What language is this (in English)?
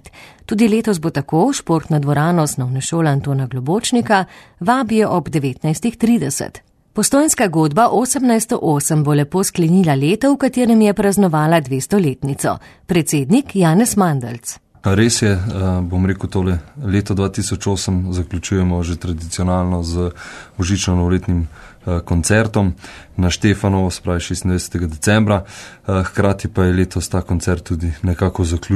Slovenian